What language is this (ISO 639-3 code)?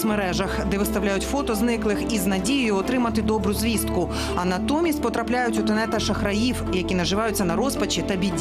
ukr